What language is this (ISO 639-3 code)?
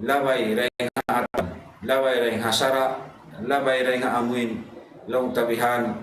tsg